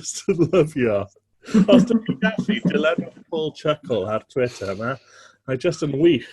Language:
Welsh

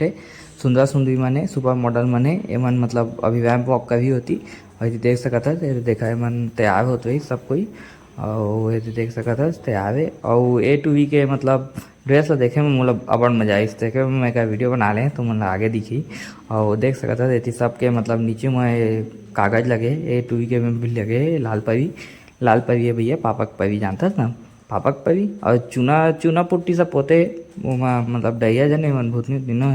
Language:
Chhattisgarhi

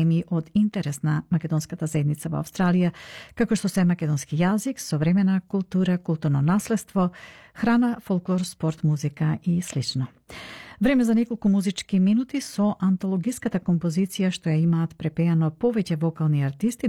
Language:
Macedonian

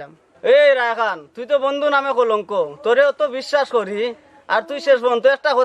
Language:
Sylheti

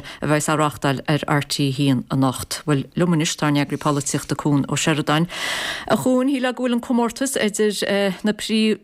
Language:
Irish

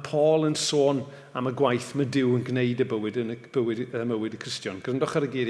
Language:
Welsh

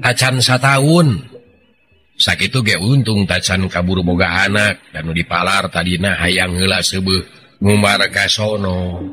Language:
Sundanese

